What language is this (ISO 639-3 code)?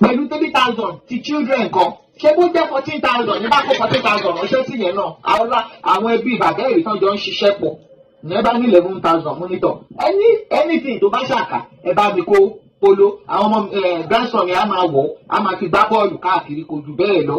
yor